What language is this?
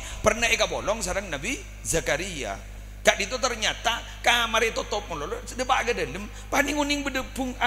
Madurese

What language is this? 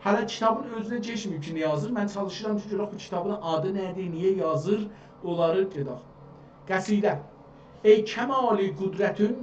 South Azerbaijani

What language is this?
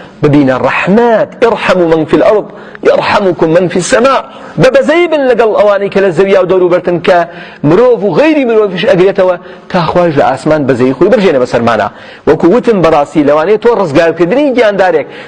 Central Kurdish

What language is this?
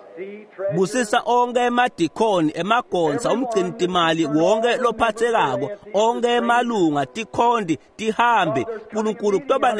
Swati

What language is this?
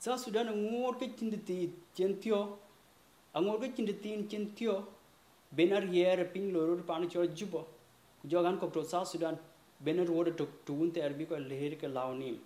Dinka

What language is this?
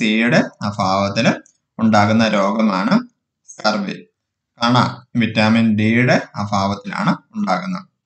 Malayalam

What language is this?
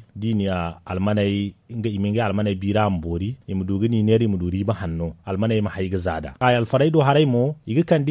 Zarma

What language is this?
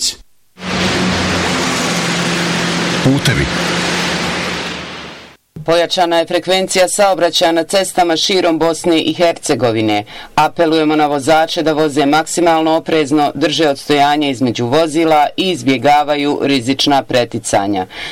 Bosnian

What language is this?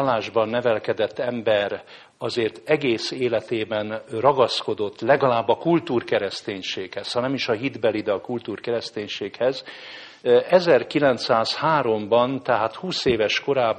Hungarian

